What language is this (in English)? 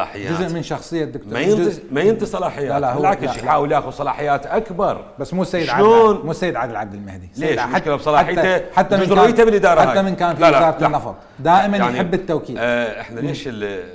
Mesopotamian Arabic